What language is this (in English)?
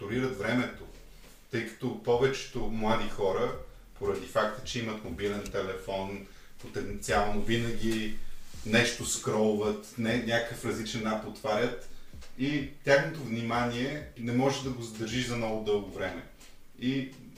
Bulgarian